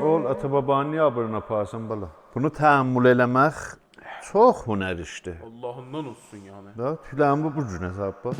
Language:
South Azerbaijani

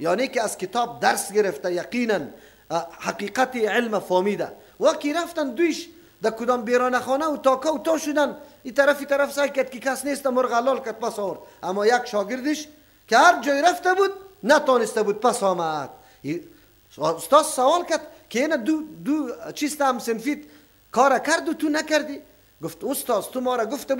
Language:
Persian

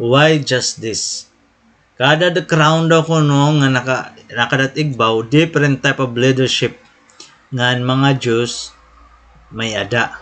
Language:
Waray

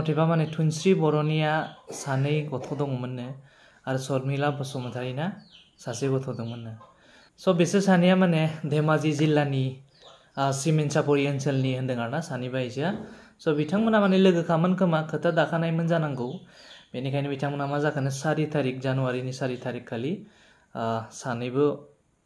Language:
Bodo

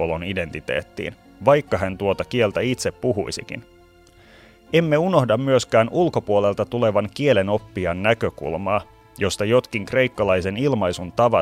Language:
Finnish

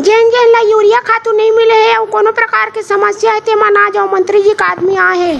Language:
Chhattisgarhi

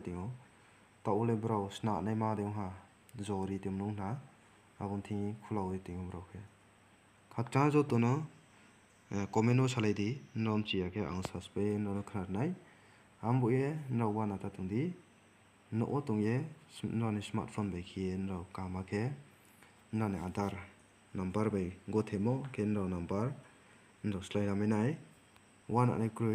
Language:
Riang (India)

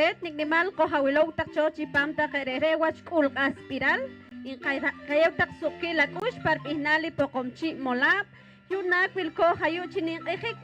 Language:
Poqomchi'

